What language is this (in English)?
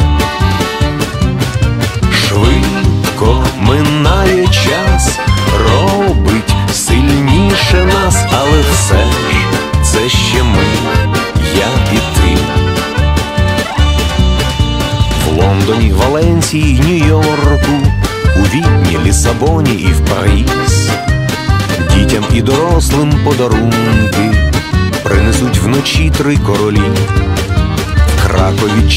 Ukrainian